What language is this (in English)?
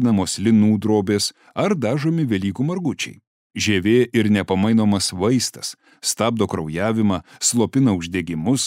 Lithuanian